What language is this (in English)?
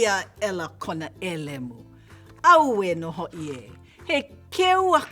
Hawaiian